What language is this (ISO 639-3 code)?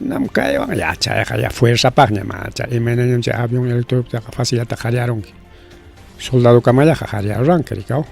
quy